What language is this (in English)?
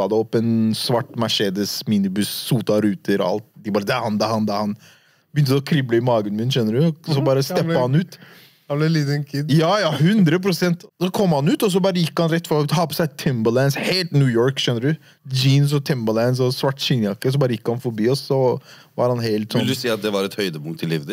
Norwegian